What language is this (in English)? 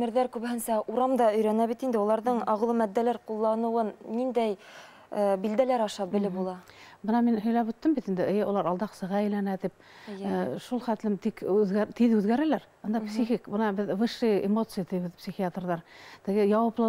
Bashkir